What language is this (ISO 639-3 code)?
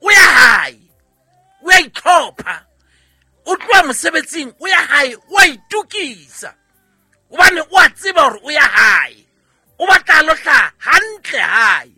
sot